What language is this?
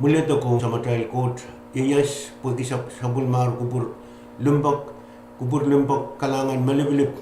Pohnpeian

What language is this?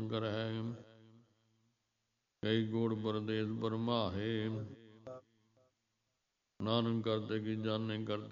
Punjabi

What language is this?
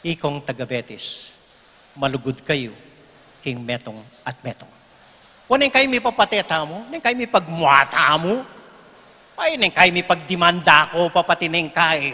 Pampanga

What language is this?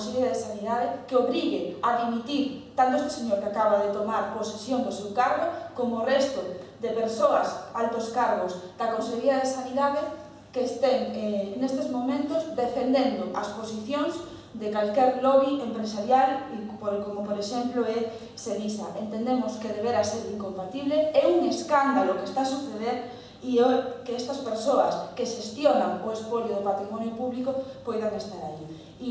Galician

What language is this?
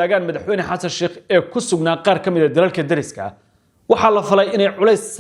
Somali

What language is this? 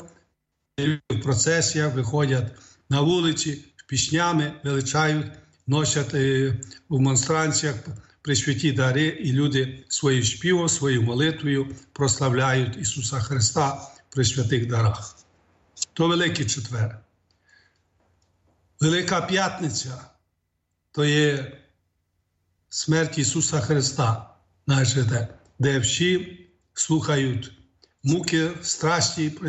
Ukrainian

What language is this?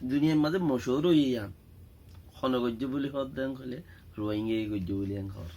Rohingya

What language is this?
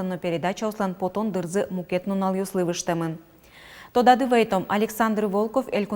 Udmurt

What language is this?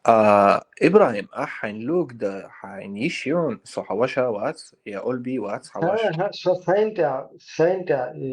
Chechen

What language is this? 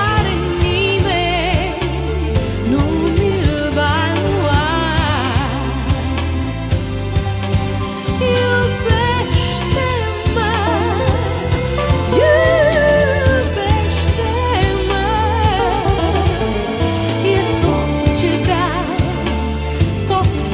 Romanian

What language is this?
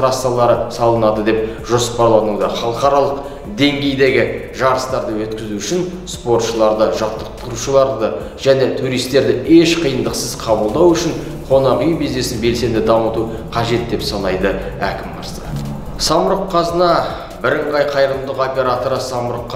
Kazakh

